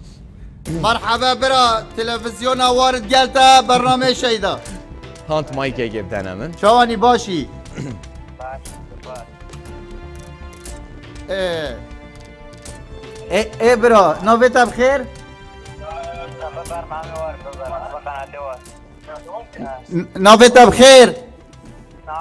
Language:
Kurdish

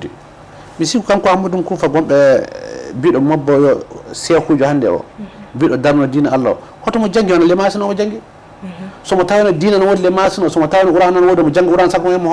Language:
Fula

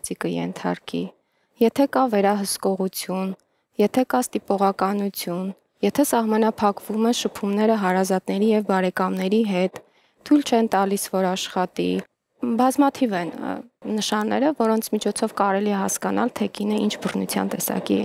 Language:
Armenian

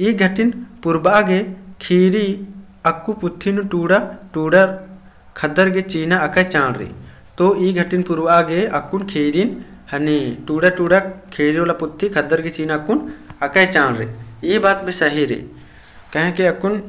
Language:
Kurukh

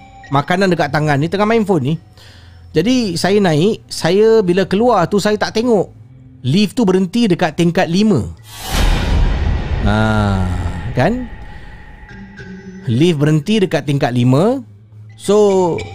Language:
Malay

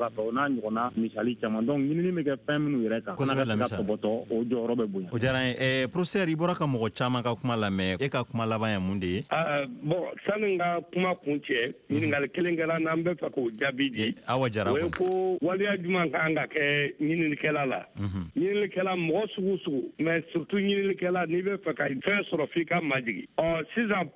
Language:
Bambara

